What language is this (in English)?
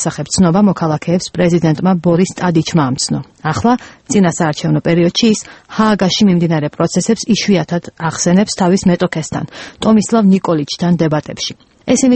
Georgian